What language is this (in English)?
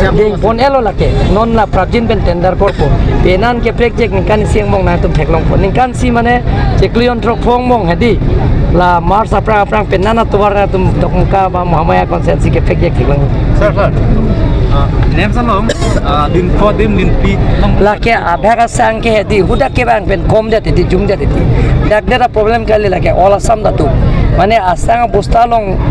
Karbi